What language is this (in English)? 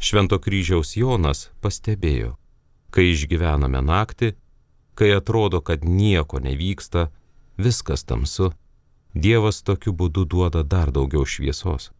Lithuanian